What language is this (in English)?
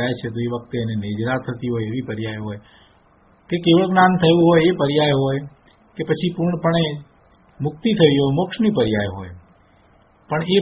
Gujarati